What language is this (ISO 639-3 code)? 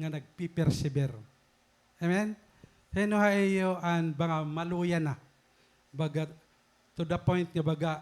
war